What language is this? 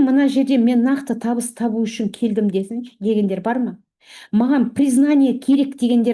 Kazakh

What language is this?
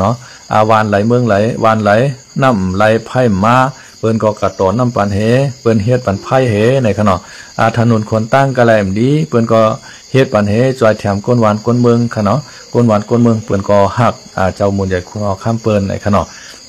Shan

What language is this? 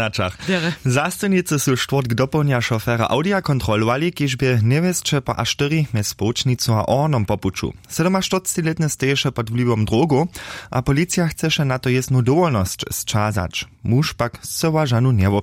Upper Sorbian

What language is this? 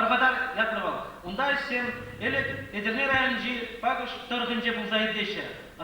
Chuvash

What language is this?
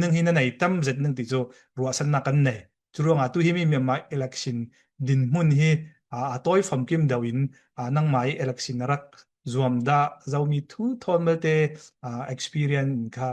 Falam Chin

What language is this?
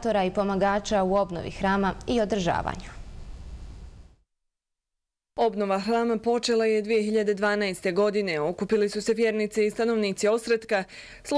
Bosnian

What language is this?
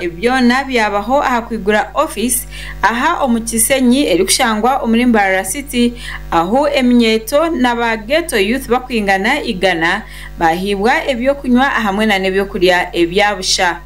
Nyankole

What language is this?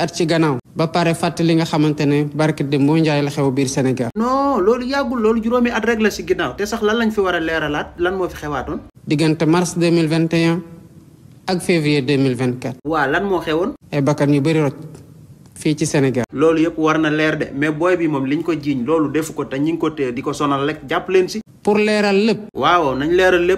Wolof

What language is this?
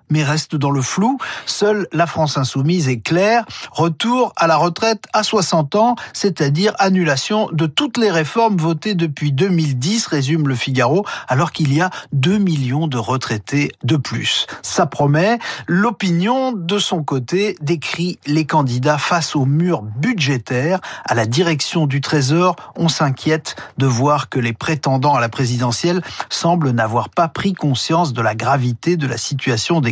French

